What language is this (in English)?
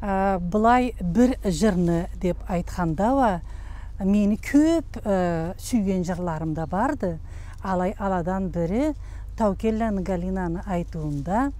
Karachay-Balkar